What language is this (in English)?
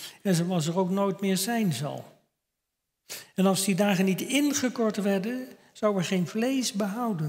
Dutch